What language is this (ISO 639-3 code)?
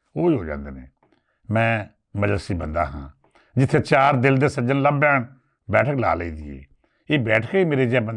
lah